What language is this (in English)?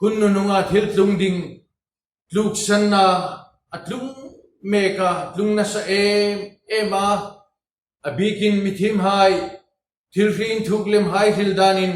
Hmar